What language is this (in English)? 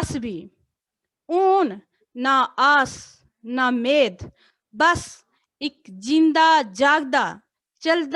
Dogri